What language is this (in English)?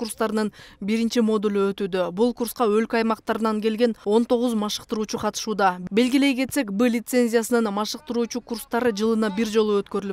Kyrgyz